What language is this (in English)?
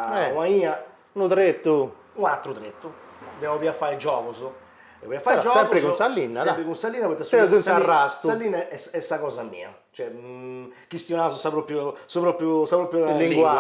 Sardinian